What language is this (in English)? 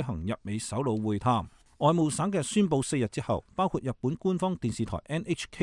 Cantonese